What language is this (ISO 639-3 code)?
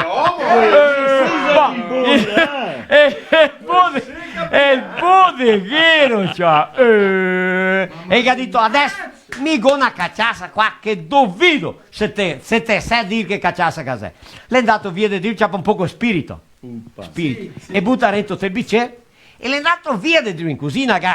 vec